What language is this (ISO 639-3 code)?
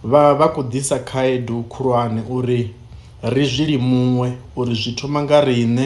ven